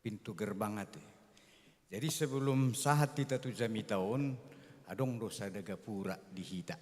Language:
Batak Toba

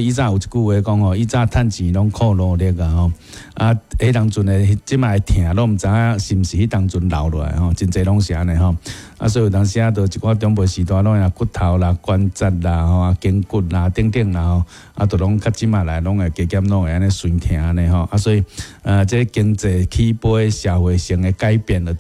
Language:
Min Nan Chinese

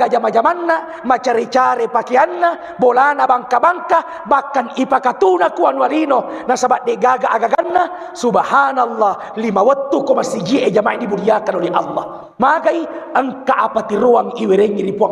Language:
Buginese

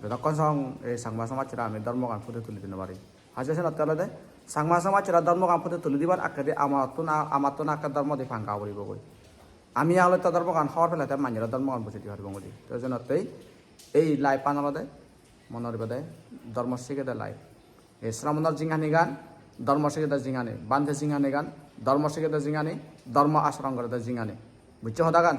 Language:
Chakma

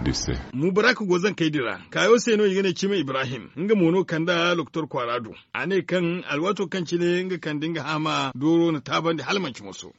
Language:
Zarma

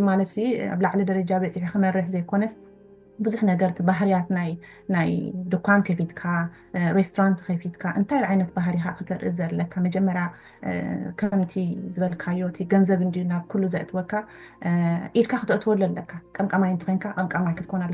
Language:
Tigrinya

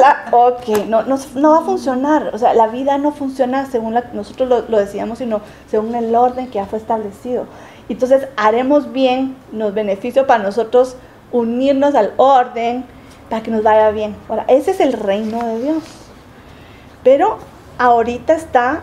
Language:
Spanish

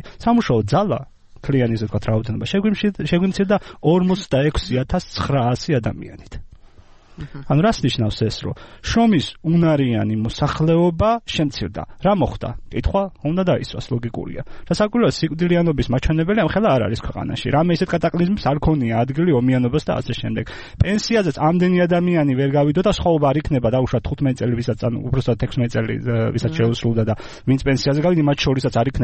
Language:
Georgian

